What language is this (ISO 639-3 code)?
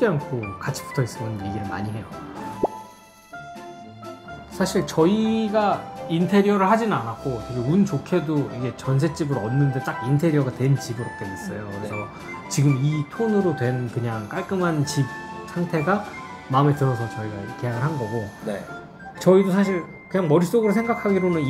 kor